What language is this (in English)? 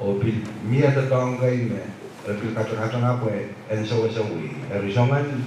Pohnpeian